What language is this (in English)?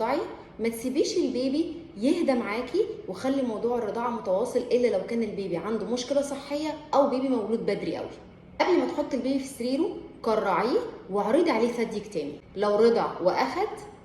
Egyptian Arabic